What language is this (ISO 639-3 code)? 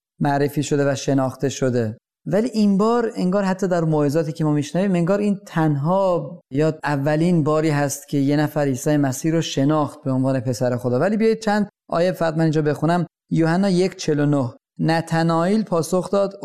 fas